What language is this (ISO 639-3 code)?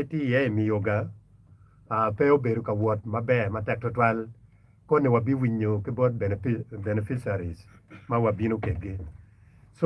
ach